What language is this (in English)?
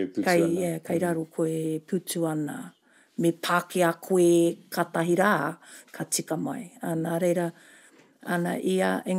Māori